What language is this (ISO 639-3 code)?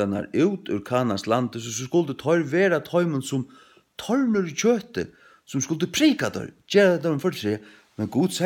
fao